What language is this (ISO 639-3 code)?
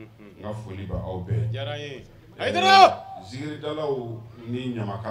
bam